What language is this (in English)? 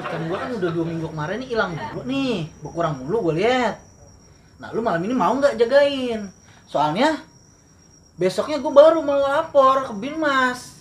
Betawi